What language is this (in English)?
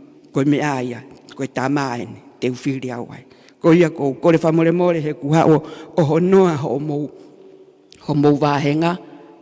Tongan